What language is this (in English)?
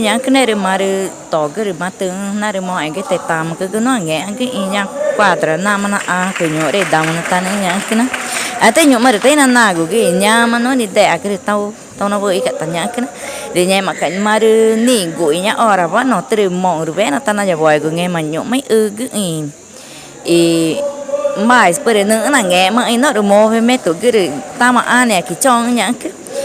Ticuna